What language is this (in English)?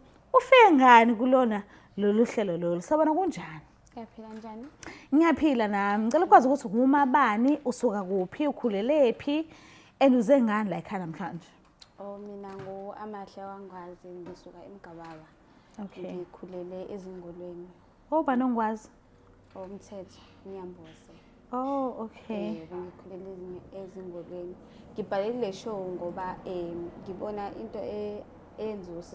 Zulu